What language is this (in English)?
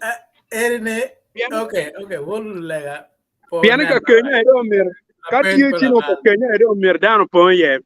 Acoli